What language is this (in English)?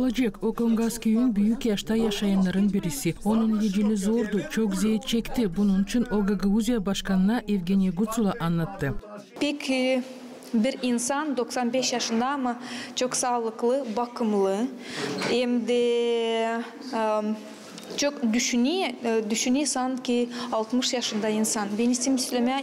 Gagauz